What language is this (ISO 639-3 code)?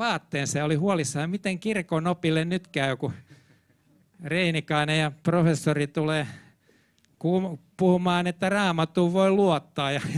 fin